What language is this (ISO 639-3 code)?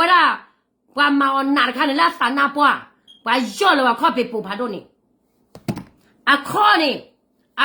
ksw